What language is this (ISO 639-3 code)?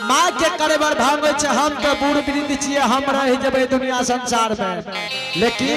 anp